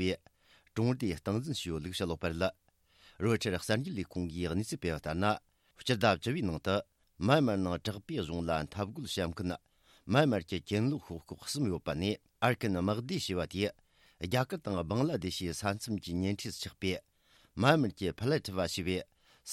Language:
Tibetan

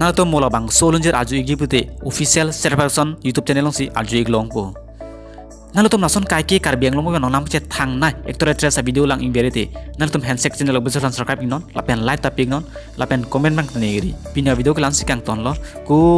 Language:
Karbi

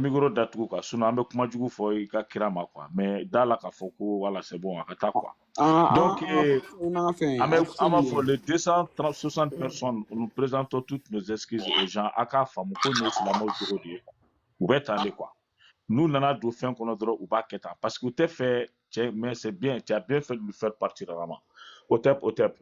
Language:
Bambara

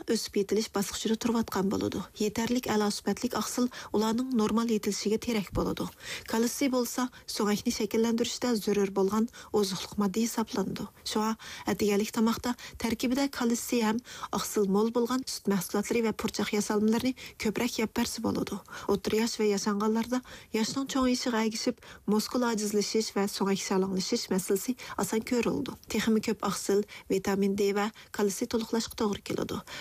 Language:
Uyghur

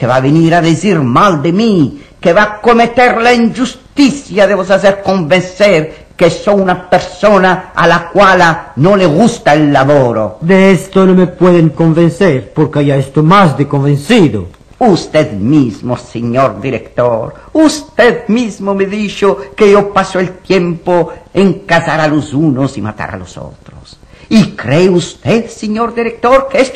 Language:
Ladino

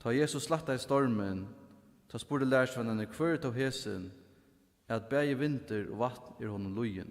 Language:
Faroese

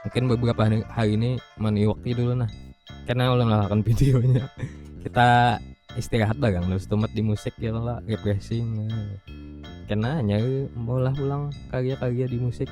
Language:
Banjar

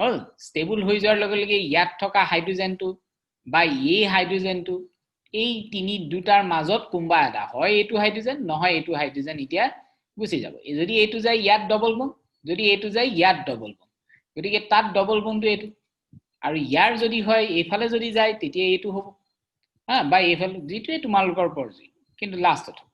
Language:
Assamese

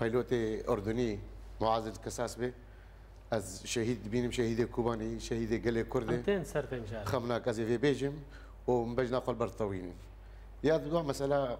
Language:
Kurdish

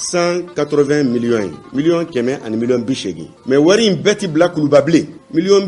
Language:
Bambara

